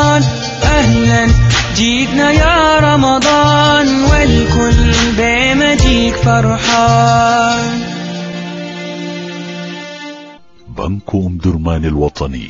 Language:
Sudanese Arabic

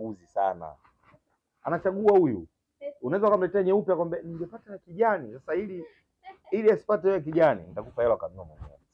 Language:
Swahili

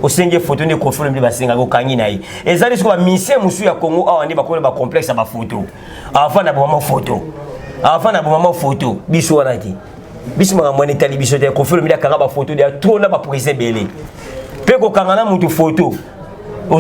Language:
Lingala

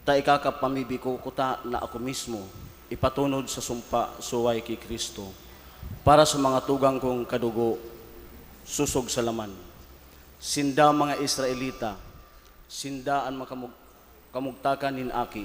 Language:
Bikol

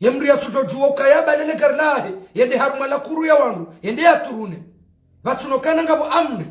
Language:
Ngazidja Comorian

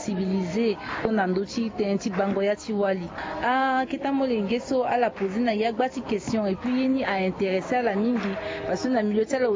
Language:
Sango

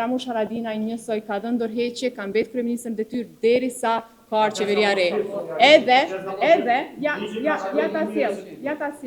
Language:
Albanian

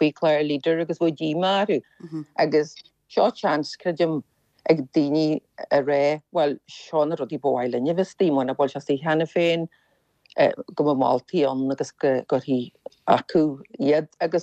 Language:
Irish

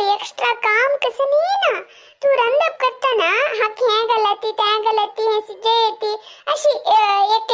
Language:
Konkani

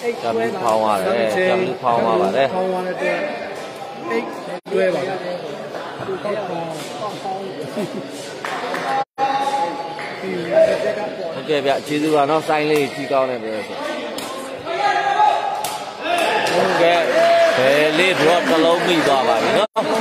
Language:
Burmese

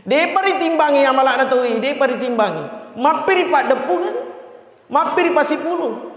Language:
Buginese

